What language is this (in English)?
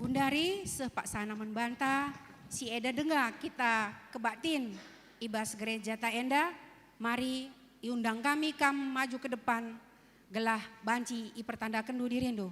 Batak Karo